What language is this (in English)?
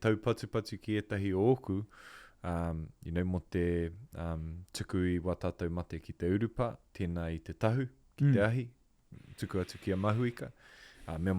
Māori